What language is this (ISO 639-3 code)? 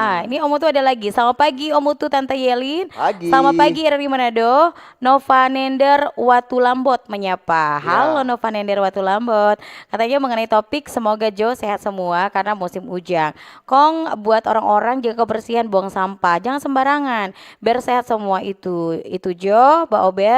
xmm